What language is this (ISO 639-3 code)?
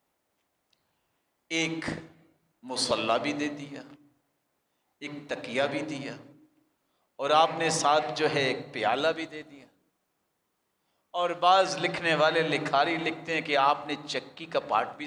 urd